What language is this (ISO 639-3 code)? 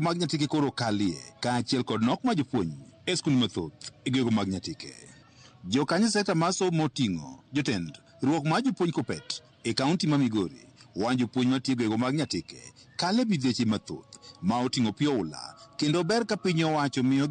luo